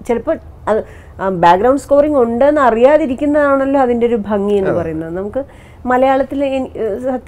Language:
Malayalam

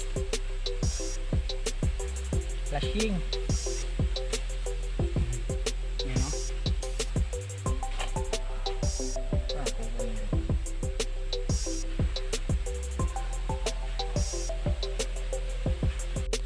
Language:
Filipino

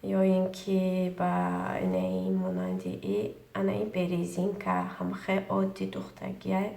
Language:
Tajik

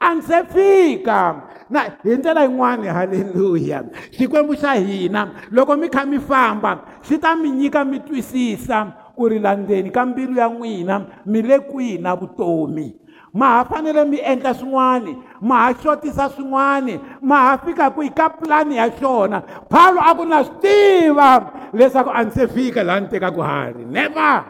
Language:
Tsonga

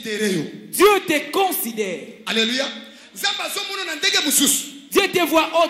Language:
French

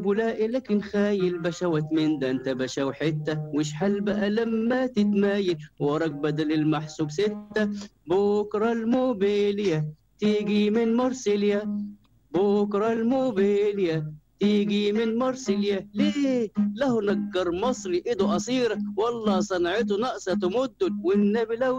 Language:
Gulf Arabic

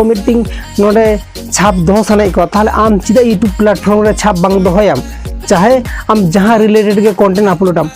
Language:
Santali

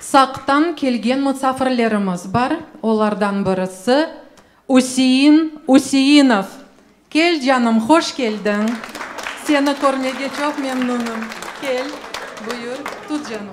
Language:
Crimean Tatar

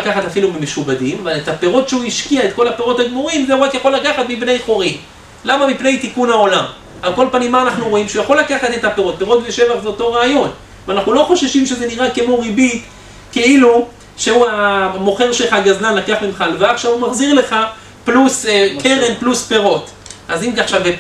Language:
Hebrew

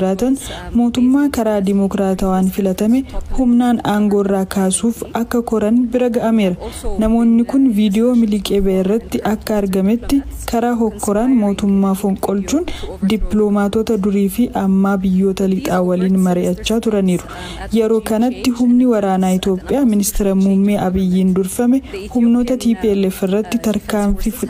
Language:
Oromo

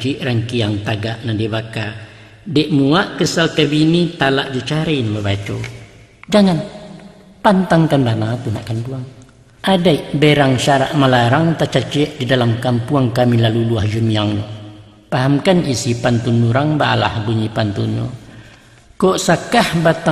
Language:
Minangkabau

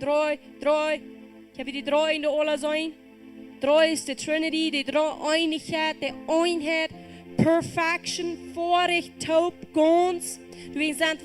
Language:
Plautdietsch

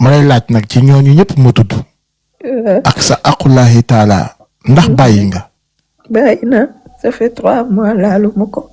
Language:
Wolof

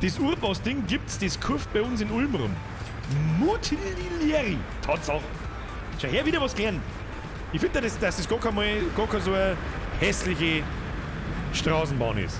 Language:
Bavarian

